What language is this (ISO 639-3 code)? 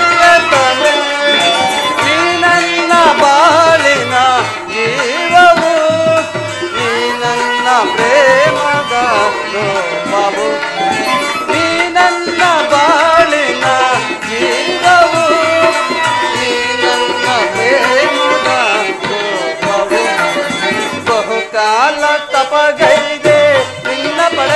kan